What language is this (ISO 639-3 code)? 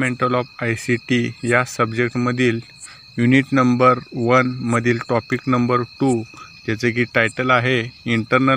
mar